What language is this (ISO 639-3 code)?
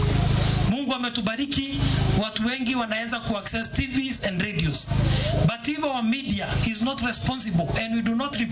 luo